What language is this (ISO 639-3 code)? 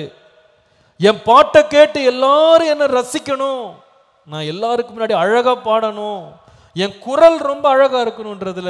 tam